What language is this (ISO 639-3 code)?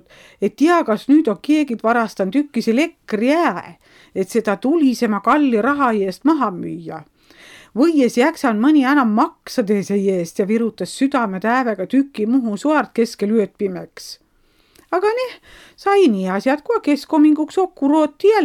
est